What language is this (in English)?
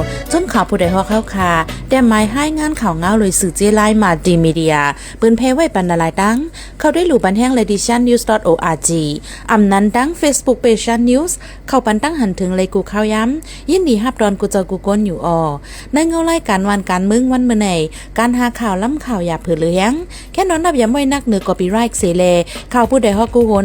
Shan